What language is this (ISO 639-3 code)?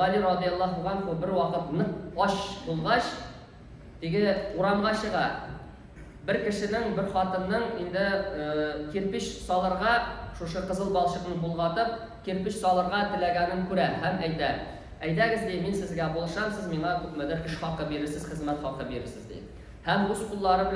tat